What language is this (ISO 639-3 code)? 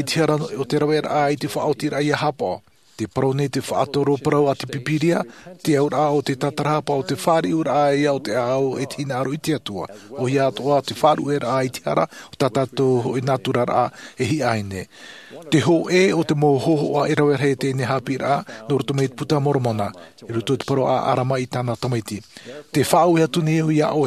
tah